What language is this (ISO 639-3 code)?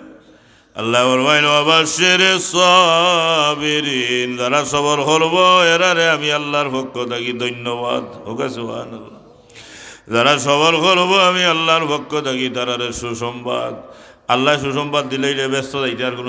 syl